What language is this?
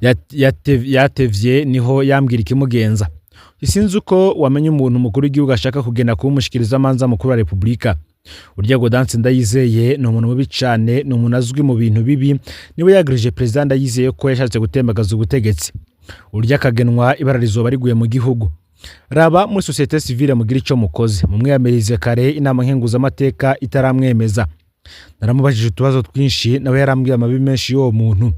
Rundi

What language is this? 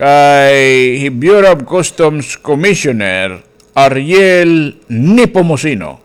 Waray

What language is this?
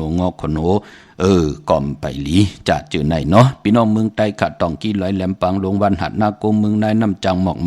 Shan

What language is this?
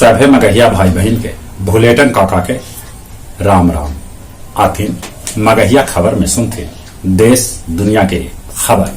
Magahi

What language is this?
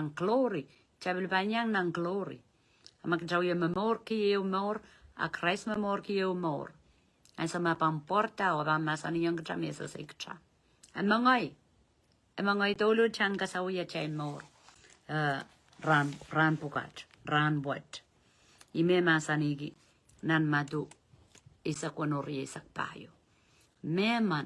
Pohnpeian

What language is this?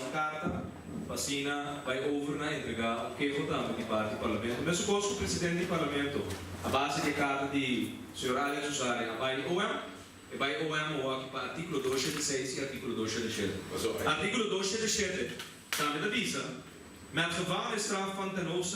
Papiamento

